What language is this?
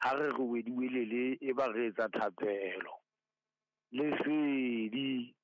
Southern Sotho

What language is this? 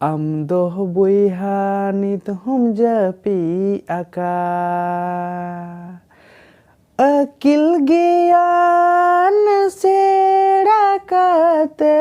Santali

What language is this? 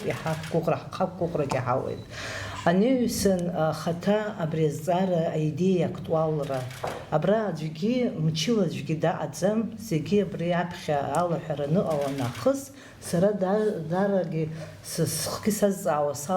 Abkhazian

